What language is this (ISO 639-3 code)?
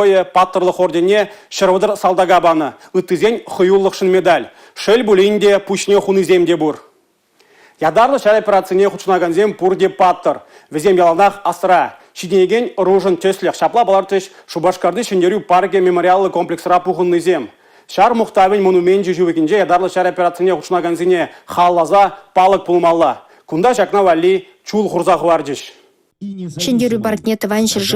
chv